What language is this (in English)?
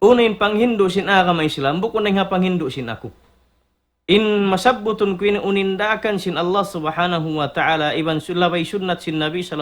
Tausug